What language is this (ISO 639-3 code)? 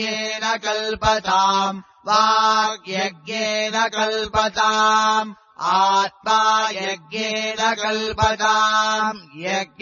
san